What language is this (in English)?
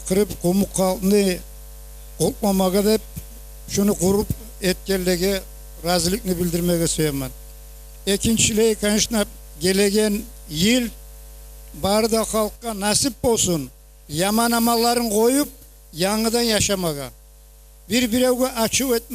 Kumyk